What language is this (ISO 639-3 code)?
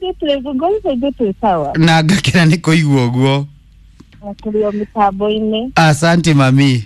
kik